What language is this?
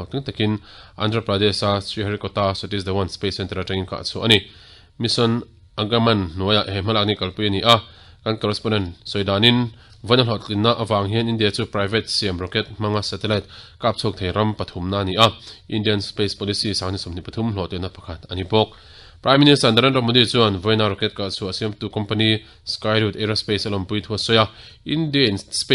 Mizo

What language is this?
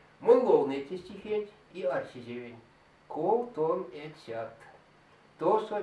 Erzya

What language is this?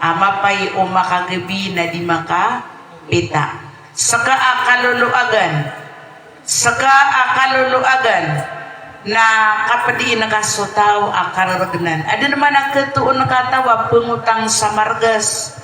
Maranao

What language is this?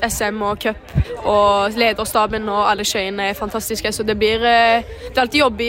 Swedish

